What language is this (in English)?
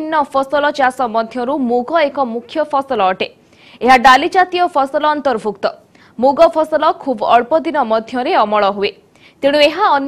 Odia